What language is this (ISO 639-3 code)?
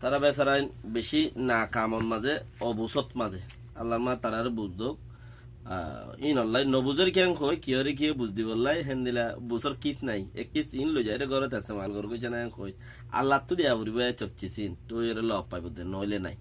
rhg